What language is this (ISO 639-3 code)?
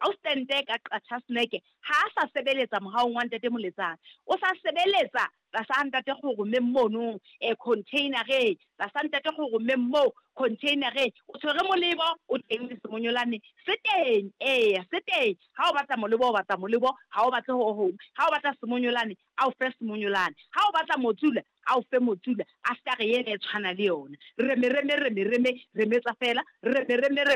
sot